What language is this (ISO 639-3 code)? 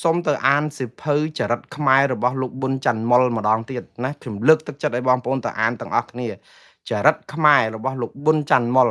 khm